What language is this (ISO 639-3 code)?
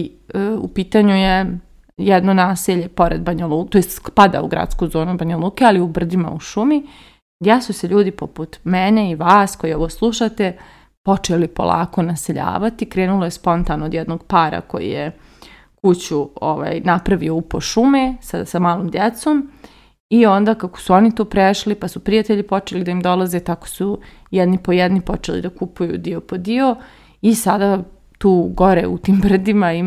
srp